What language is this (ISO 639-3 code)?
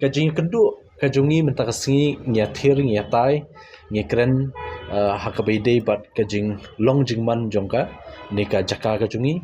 kha